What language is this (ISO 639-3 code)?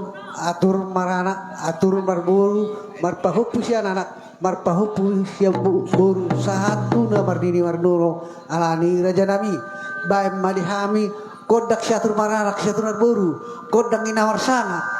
bbc